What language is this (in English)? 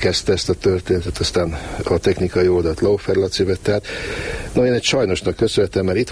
Hungarian